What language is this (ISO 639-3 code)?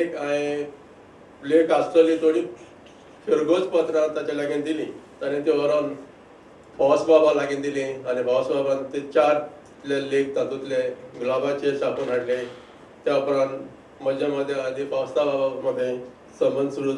kok